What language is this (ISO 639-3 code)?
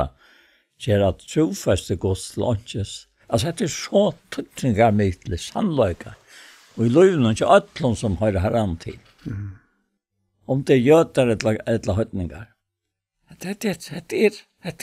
fao